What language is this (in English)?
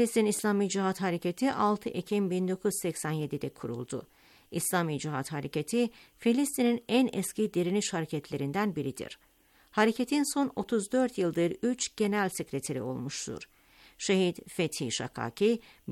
Turkish